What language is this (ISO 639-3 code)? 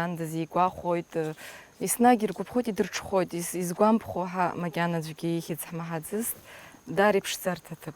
abk